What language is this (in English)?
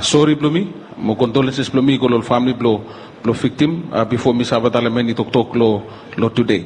Bislama